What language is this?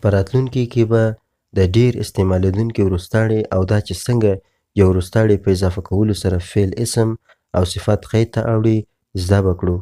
Pashto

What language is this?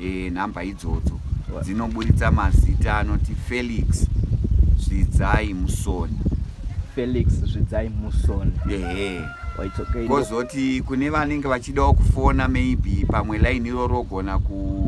Shona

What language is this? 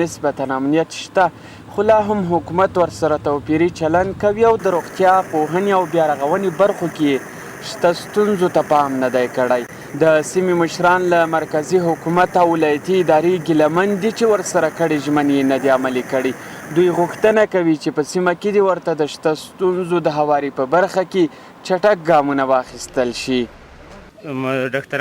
Pashto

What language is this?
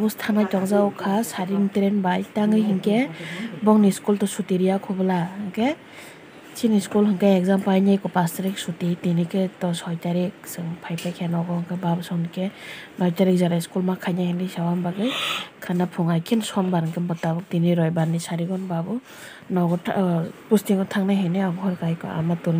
Kok Borok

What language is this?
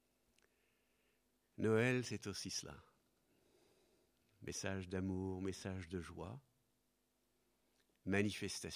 French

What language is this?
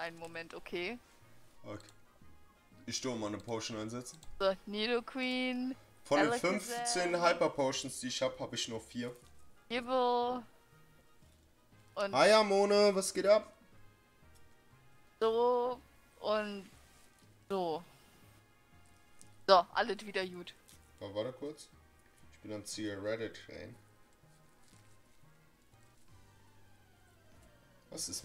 German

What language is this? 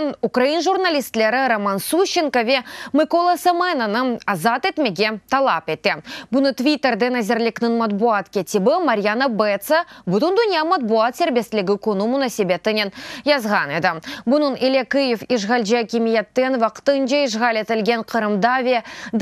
Crimean Tatar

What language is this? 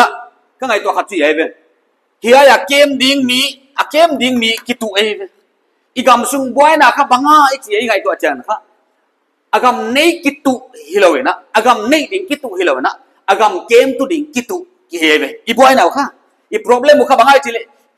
Paite Chin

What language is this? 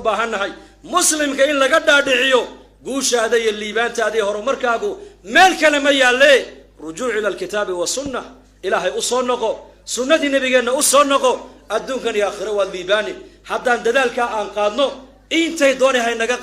Somali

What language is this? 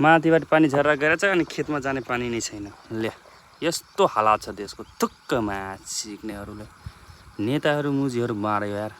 Nepali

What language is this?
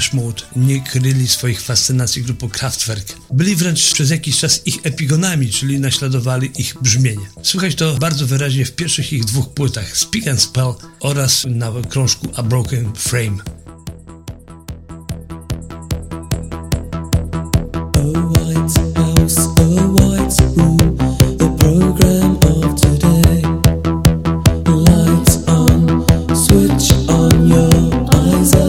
Polish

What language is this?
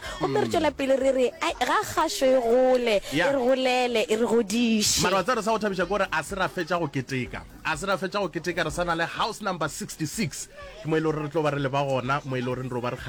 Northern Sotho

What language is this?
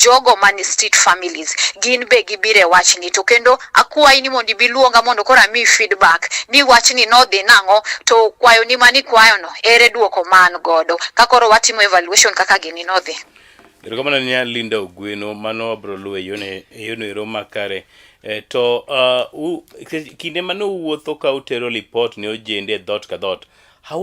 Luo (Kenya and Tanzania)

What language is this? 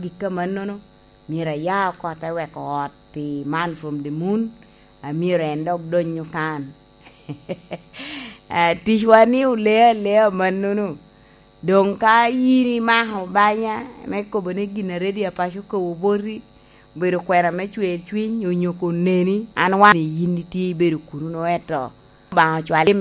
Lango (Uganda)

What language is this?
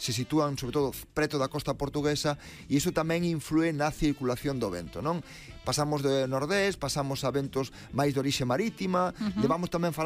Galician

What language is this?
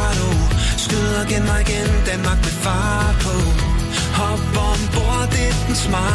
Danish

